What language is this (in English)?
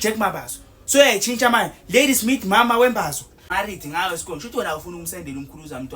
Zulu